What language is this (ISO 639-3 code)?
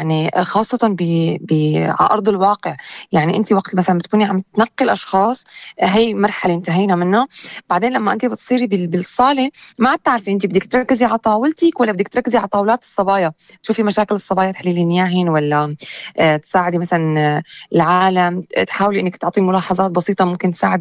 apc